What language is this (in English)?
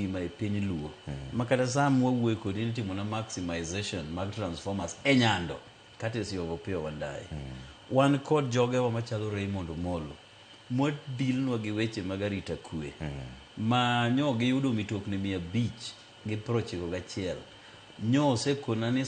Luo (Kenya and Tanzania)